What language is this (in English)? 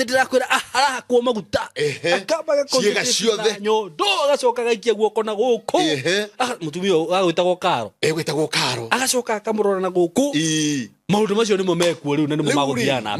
Kikuyu